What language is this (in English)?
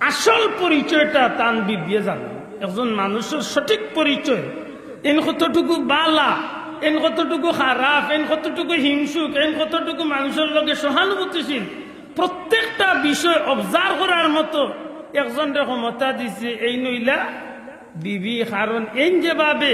Sylheti